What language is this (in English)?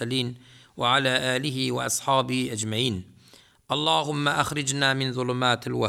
Turkmen